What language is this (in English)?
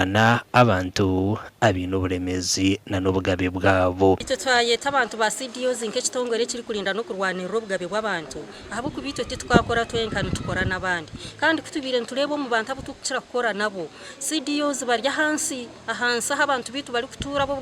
Nyankole